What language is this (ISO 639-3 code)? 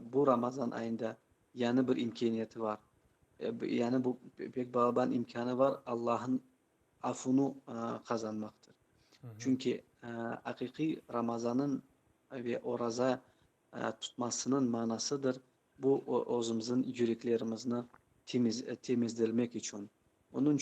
crh